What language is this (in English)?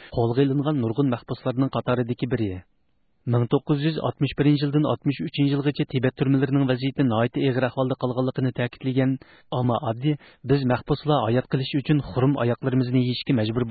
Uyghur